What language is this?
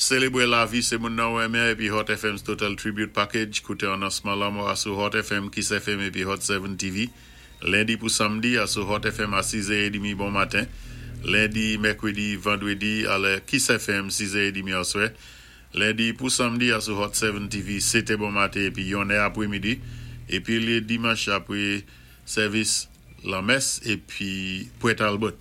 Saint Lucian Creole French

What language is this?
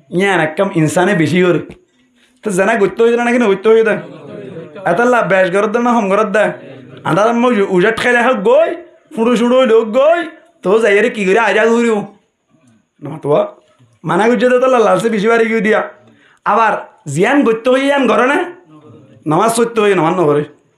Rohingya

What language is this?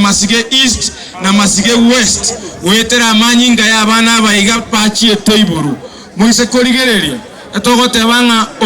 Gusii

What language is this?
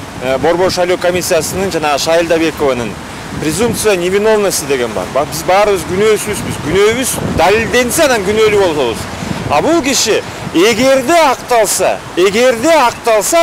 Kyrgyz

